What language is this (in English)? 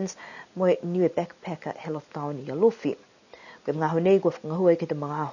Niuean